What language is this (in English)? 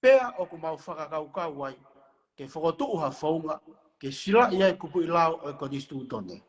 Tongan